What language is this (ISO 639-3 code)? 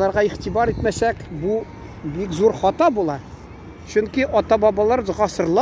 tat